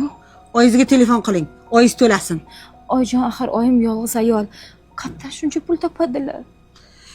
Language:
Uzbek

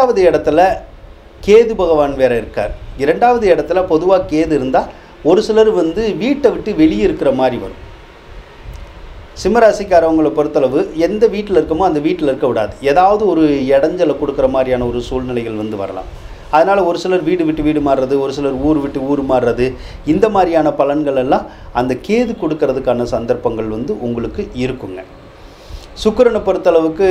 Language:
Tamil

